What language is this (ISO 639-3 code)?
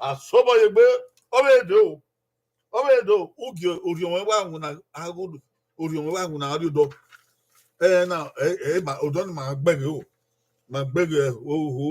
bin